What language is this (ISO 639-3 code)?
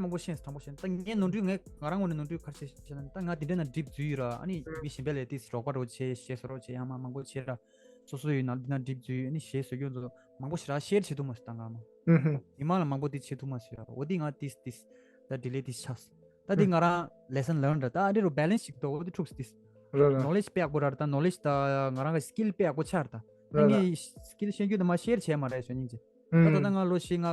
bod